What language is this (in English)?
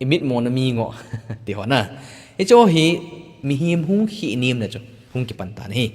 Thado Chin